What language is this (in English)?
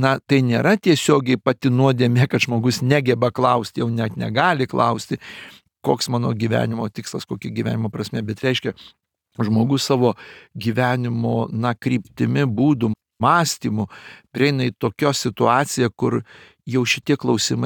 Lithuanian